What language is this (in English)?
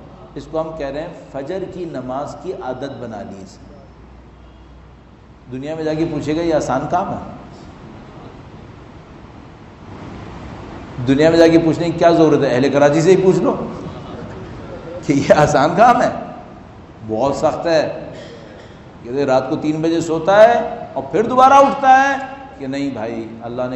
Urdu